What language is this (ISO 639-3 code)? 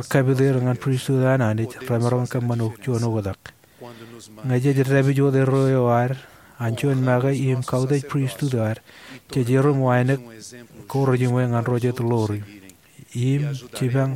mah